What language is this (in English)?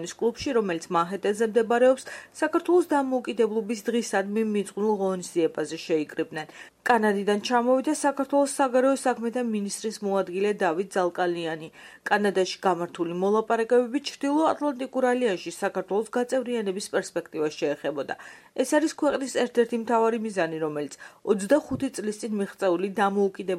Georgian